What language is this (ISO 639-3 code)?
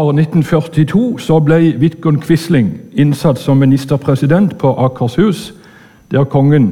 nor